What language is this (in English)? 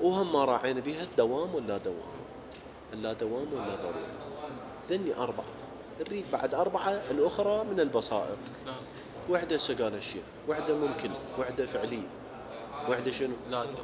Mesopotamian Arabic